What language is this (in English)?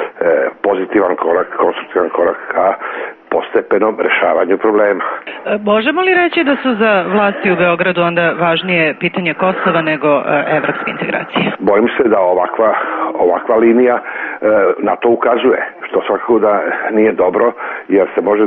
Serbian